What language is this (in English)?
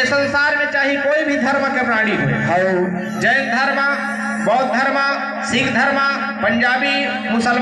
Chhattisgarhi